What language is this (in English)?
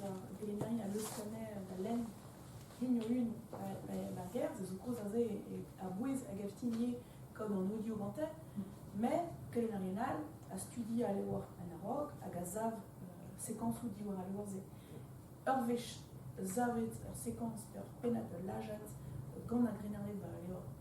Breton